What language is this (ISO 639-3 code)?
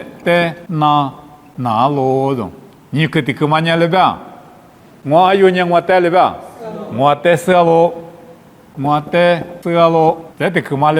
lis